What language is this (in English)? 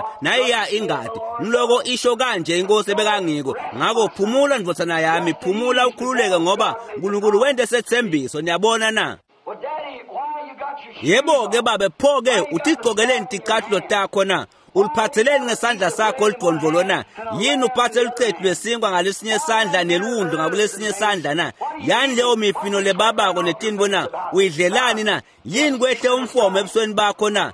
Swati